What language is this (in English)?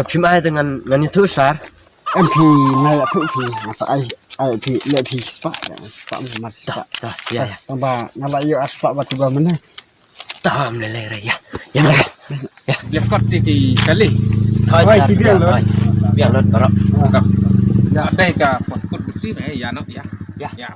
Khasi